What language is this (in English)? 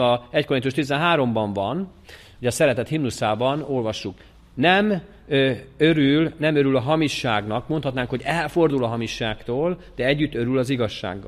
Hungarian